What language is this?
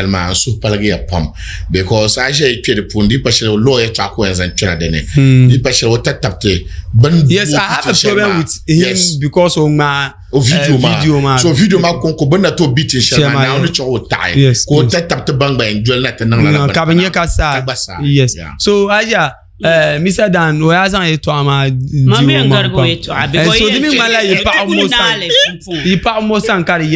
Dagbani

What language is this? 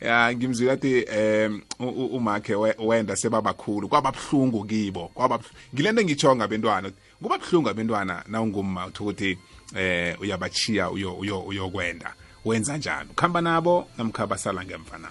South Ndebele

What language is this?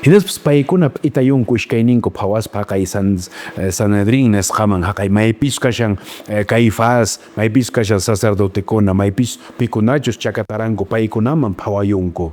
Quechua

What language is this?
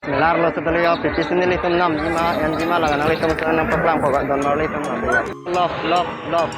Karbi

